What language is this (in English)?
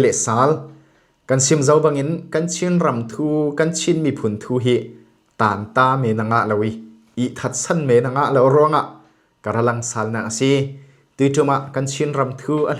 Falam Chin